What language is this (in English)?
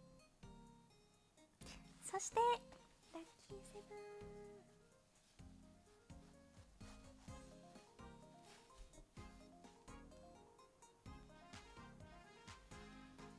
Japanese